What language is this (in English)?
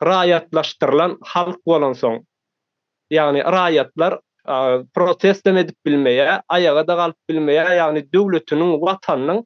Turkmen